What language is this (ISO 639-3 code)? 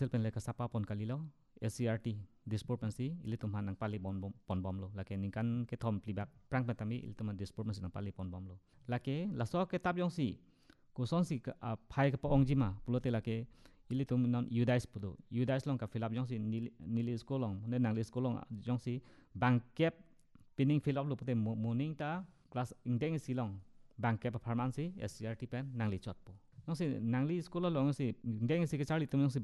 mjw